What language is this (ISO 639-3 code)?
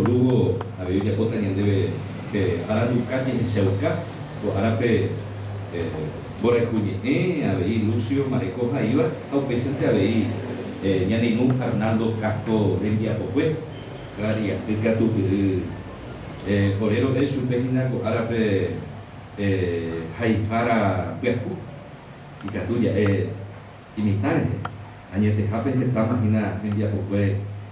grn